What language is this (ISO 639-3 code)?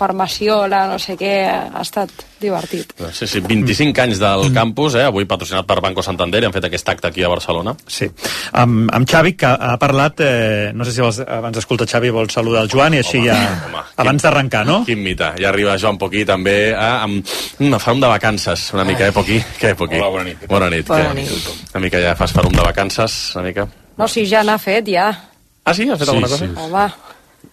cat